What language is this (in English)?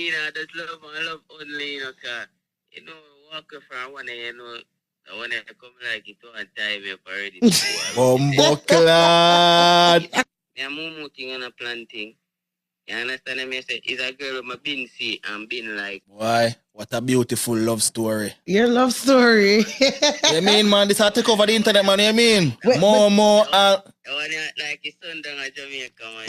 Jamaican Creole English